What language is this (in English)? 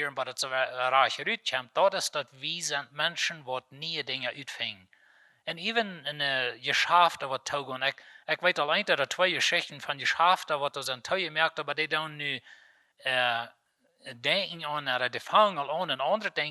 Plautdietsch